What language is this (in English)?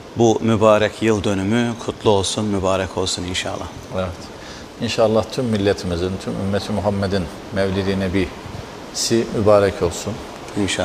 Turkish